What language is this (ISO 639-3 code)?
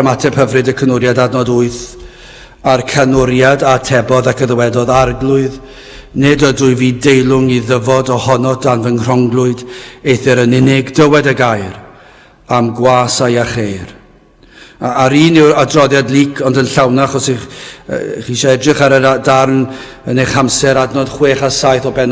cym